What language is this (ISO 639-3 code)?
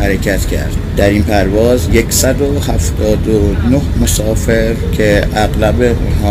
fas